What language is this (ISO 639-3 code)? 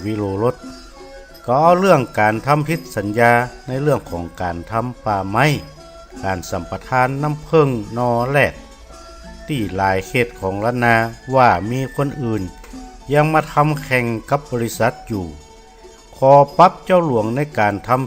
nod